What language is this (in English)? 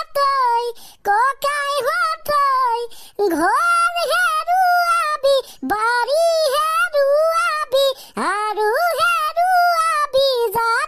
Assamese